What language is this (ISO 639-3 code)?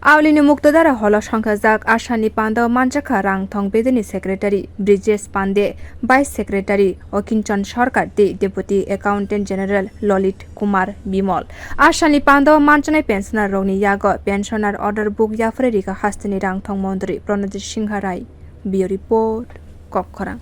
trp